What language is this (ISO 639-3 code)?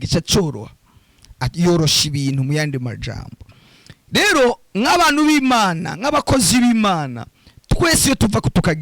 run